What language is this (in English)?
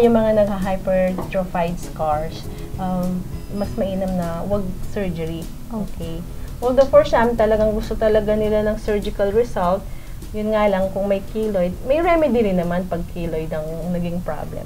Filipino